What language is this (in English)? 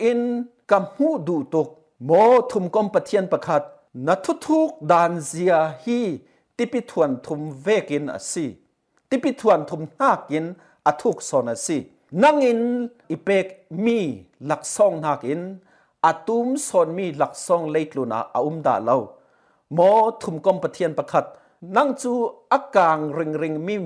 Falam Chin